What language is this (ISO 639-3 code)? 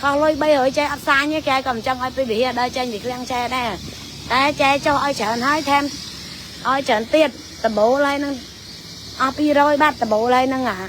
khm